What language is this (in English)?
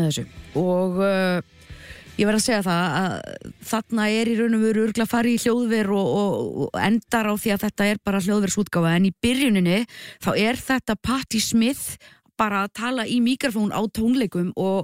Icelandic